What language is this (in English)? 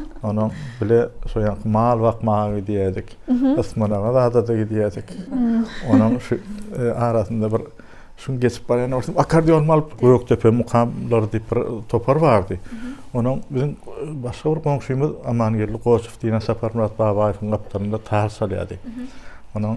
Turkmen